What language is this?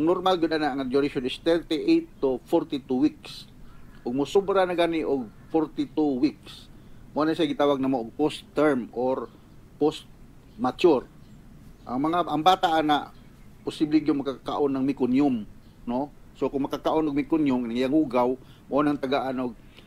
Cebuano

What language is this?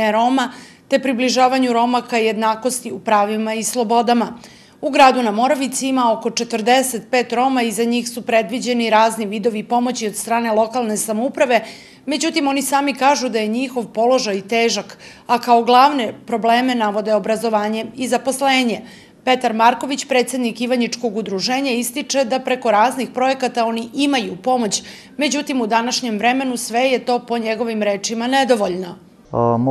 Serbian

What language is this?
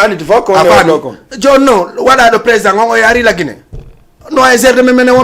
Fula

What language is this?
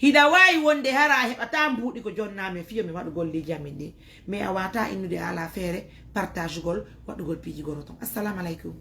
Fula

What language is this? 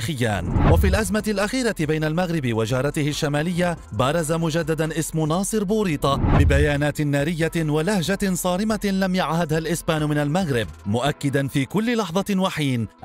Arabic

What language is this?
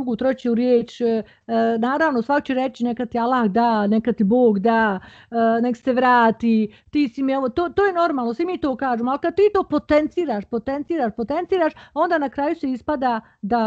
Bosnian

